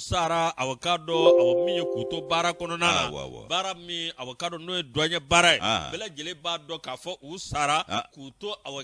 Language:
Bambara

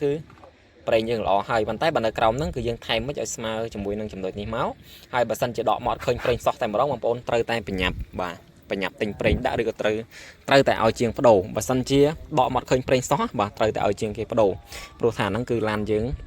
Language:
Khmer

